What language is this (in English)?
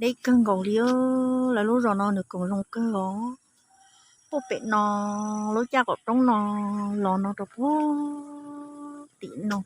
Hmong